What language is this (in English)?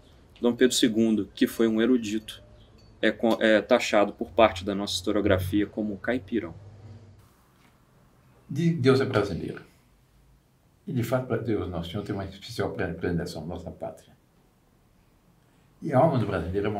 Portuguese